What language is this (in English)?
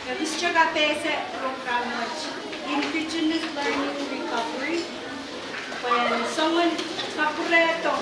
Pohnpeian